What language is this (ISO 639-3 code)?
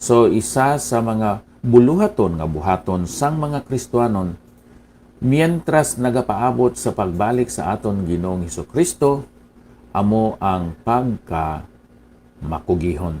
hil